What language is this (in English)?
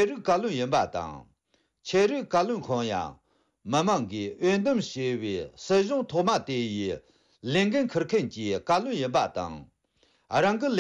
Tibetan